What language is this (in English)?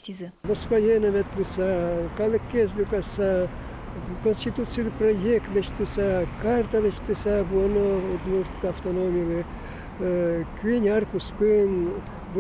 Udmurt